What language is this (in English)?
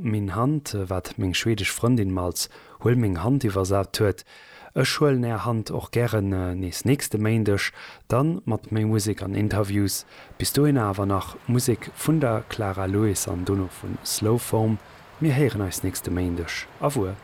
Luxembourgish